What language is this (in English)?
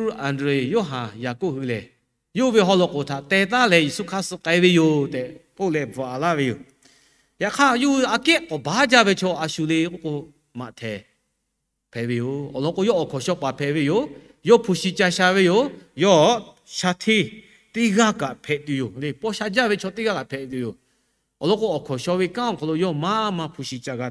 Lahu